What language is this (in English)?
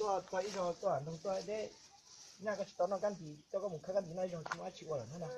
Hmong